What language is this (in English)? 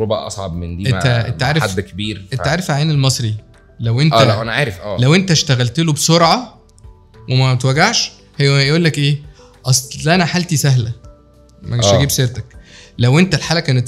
Egyptian Arabic